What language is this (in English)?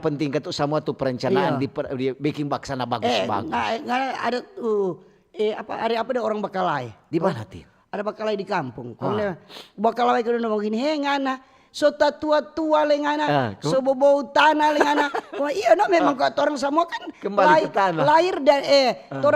Manado Malay